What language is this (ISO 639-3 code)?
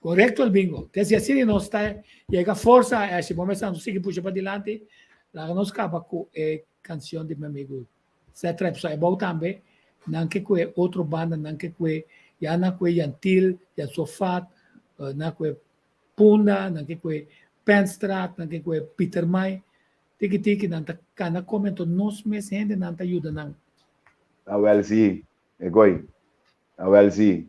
pap